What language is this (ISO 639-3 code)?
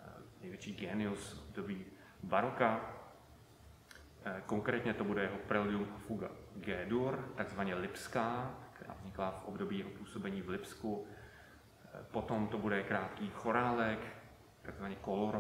ces